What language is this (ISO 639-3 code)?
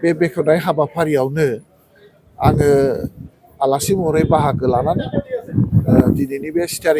brx